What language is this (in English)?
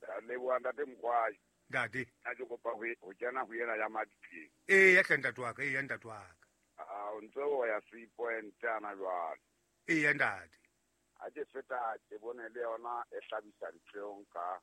Southern Sotho